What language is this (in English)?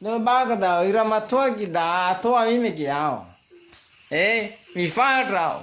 Nias